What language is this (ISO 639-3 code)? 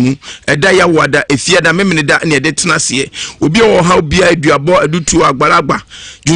aka